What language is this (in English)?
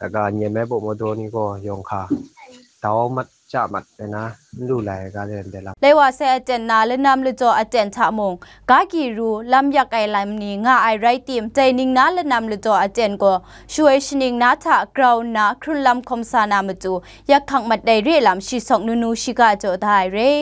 Kachin